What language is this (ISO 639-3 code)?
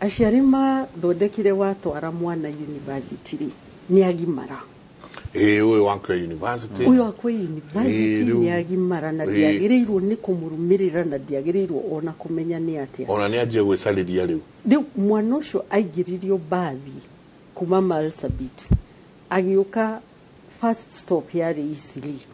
kik